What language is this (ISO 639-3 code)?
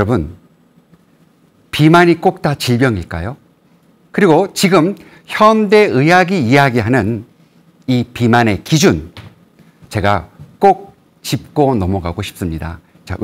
kor